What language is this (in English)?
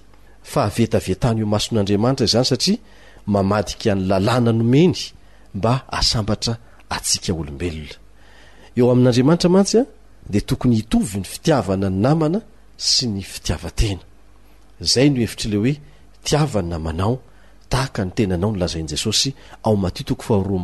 Malagasy